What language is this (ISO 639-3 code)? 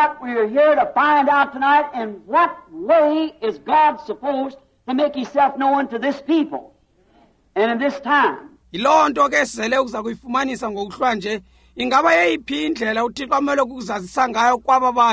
xho